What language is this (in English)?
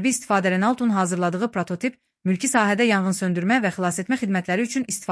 Azerbaijani